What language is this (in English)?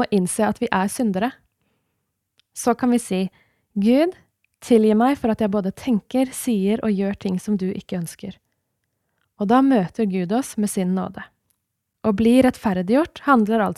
Norwegian